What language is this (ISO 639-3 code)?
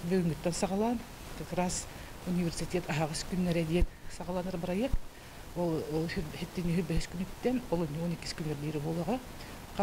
sah